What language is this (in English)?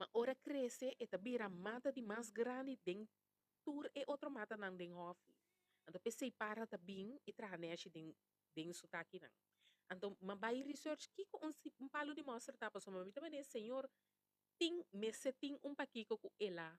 Papiamento